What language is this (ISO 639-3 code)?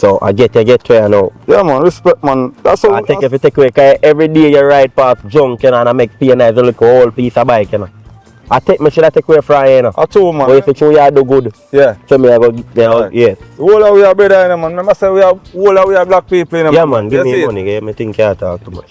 jam